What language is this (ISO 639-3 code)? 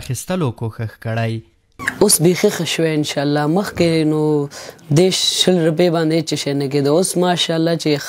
pus